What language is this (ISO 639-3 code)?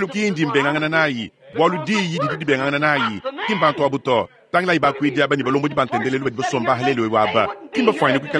lua